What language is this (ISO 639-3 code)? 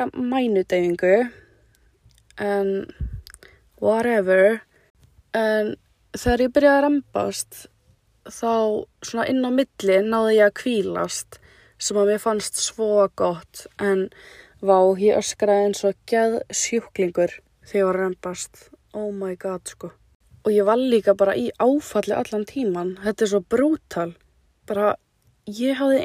isl